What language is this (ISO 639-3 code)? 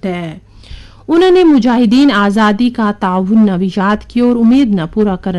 gju